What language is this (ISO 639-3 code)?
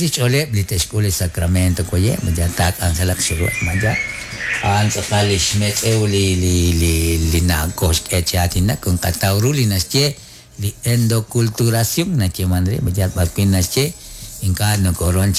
kek